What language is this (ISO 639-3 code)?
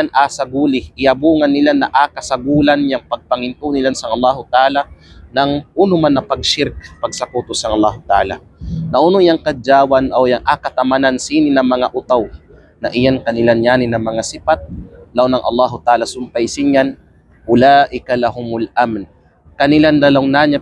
kqe